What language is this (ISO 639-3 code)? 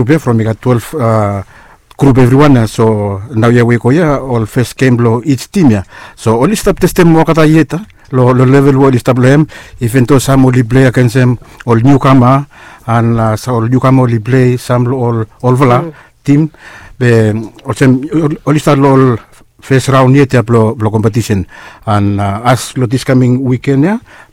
bis